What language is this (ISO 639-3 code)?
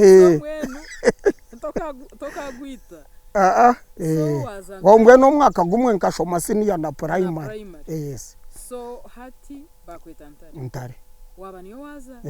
nyn